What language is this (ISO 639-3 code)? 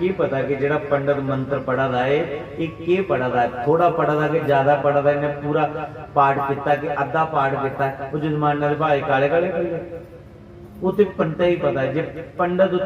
doi